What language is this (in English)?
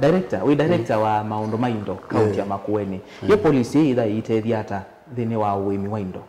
Kamba